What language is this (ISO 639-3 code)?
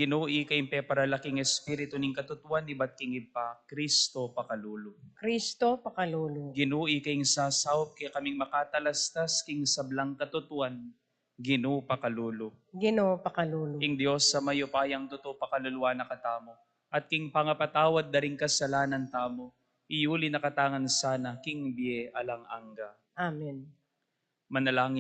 pam